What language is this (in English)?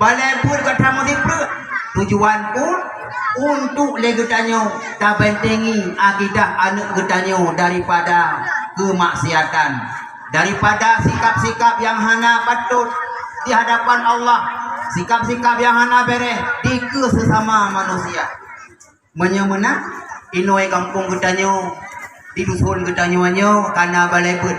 Achinese